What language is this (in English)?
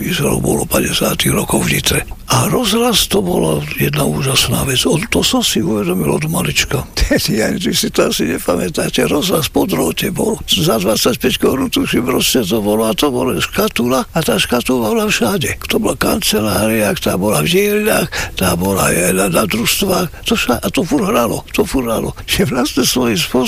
Slovak